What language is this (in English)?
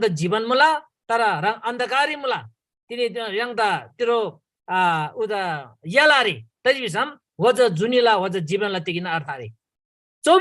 Eastern Tamang